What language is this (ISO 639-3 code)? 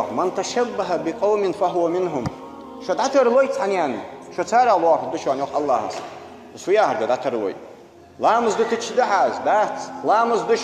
inh